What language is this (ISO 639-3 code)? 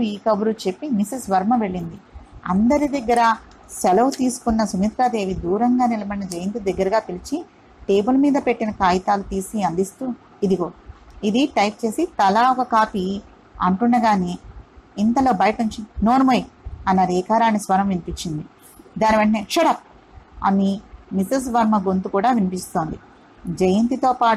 tel